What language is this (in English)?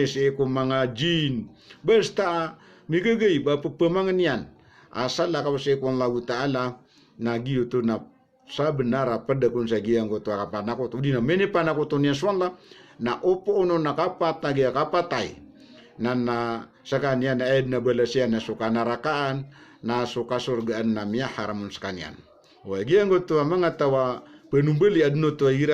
Maranao